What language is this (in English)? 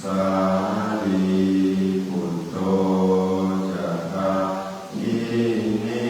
Pali